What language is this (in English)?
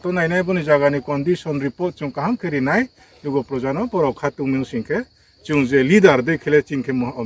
Riang (India)